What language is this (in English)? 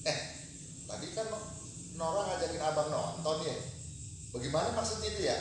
Betawi